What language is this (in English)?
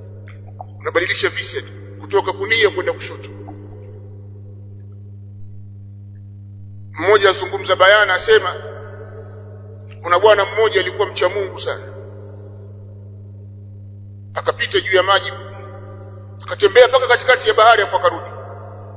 Swahili